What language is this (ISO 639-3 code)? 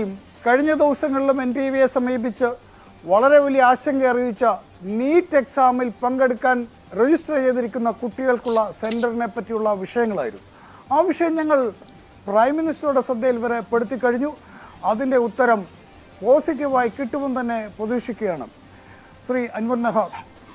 mal